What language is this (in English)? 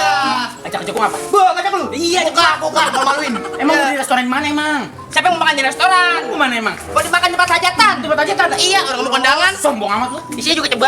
Betawi